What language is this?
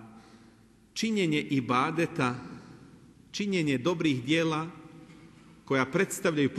Bosnian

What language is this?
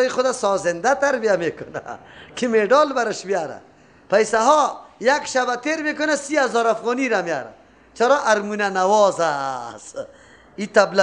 Persian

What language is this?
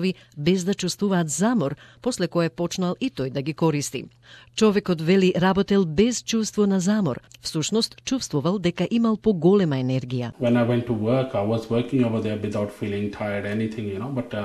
Macedonian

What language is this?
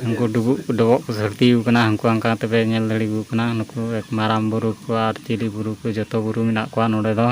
Santali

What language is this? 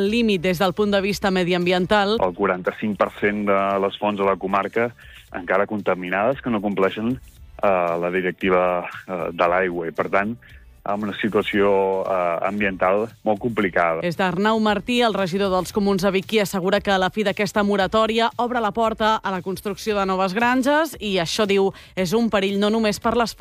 Catalan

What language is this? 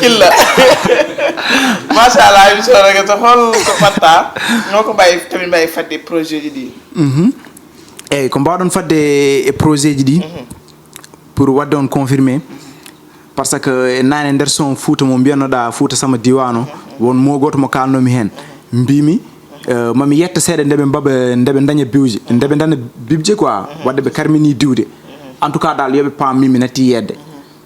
Fula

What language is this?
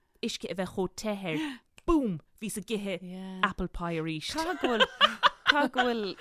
Irish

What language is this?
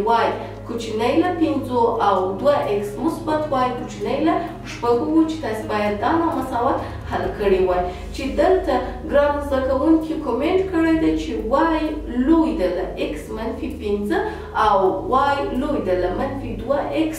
Pashto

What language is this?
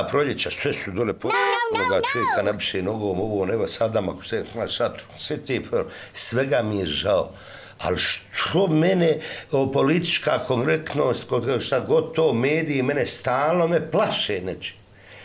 Serbian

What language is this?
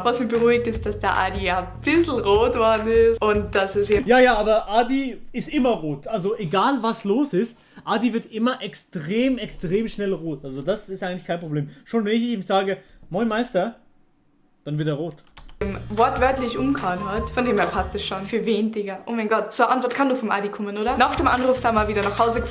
Swiss German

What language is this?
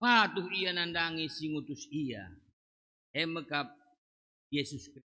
Batak Karo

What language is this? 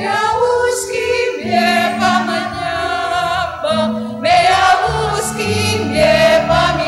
Pampanga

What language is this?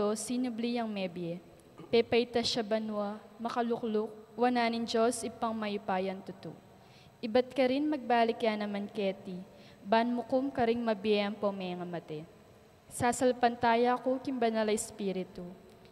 Pampanga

